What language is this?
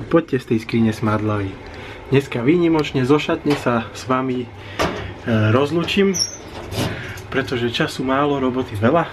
Slovak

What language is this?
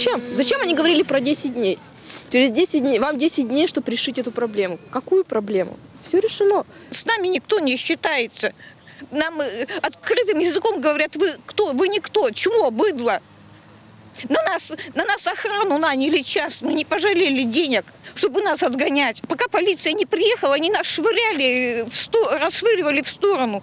Russian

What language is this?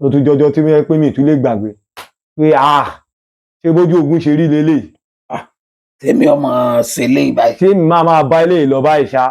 Yoruba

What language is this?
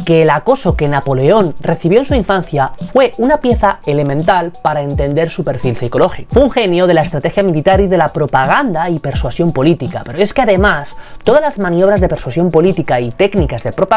Spanish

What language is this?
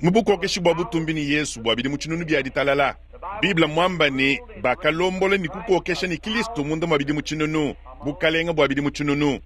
Luba-Lulua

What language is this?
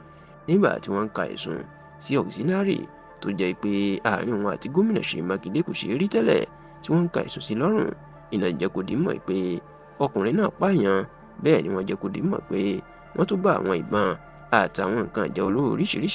Yoruba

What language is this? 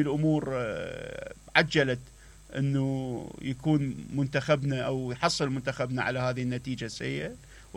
Mesopotamian Arabic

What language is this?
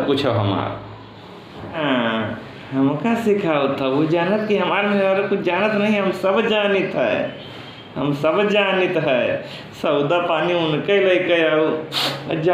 Awadhi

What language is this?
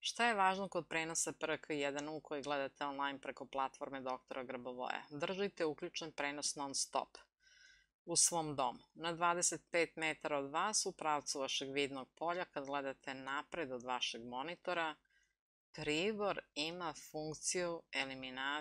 Serbian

